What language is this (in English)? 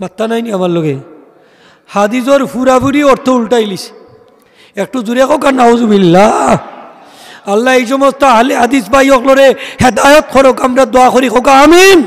Sylheti